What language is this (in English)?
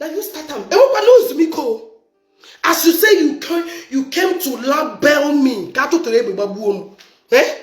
Igbo